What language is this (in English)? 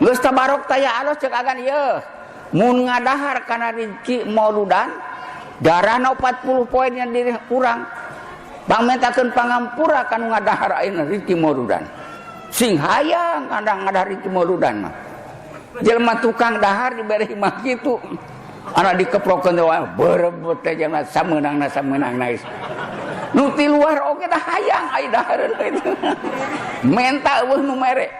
Sundanese